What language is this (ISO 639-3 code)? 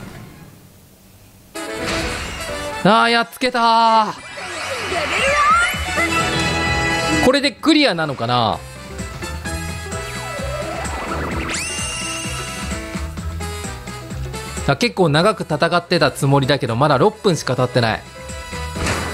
jpn